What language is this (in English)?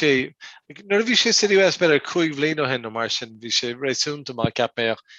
Irish